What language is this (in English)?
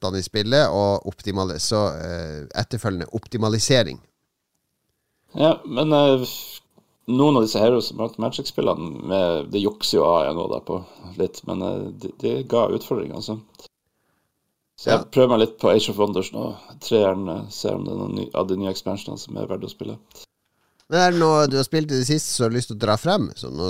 Norwegian